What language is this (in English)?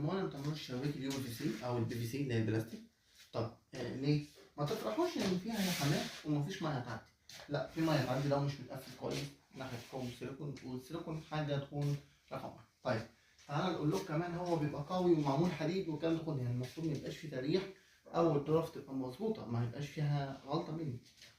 Egyptian Arabic